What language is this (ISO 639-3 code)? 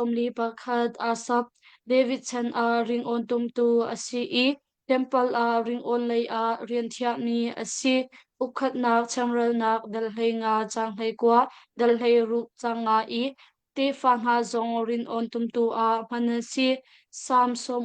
cnh